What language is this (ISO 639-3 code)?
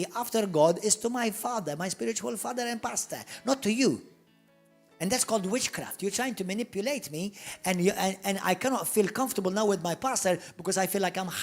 eng